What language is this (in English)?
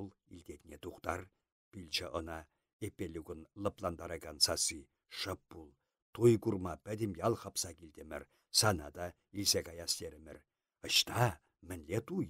Chuvash